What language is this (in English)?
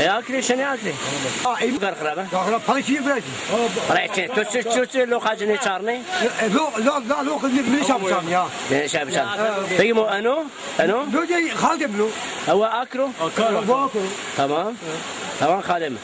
Zaza